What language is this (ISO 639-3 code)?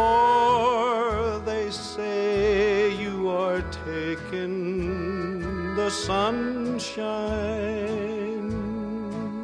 bik